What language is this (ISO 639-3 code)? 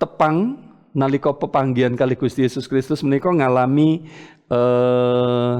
jav